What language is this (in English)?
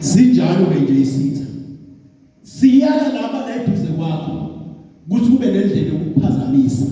Zulu